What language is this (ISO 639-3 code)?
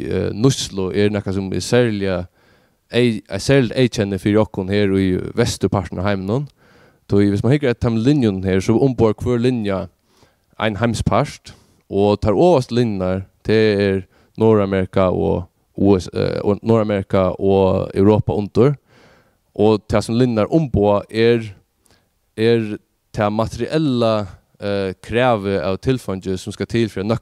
fao